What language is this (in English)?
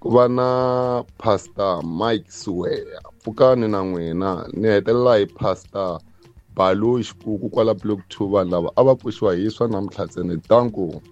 Tsonga